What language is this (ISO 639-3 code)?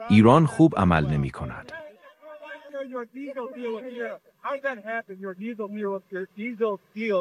fas